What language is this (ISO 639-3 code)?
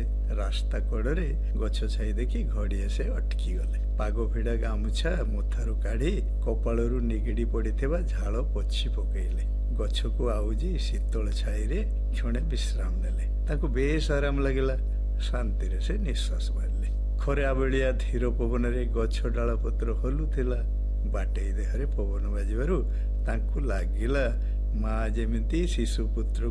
ori